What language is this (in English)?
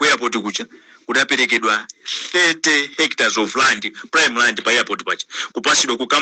Nyanja